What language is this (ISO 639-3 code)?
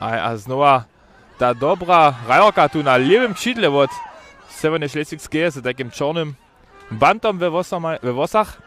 hsb